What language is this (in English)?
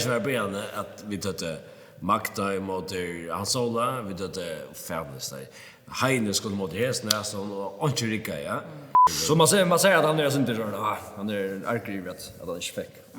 Faroese